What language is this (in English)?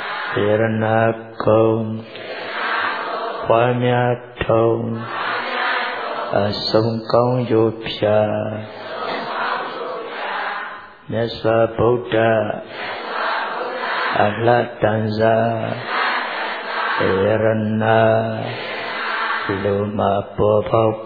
Burmese